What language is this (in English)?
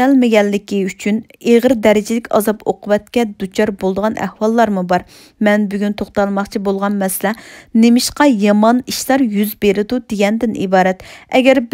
Uyghur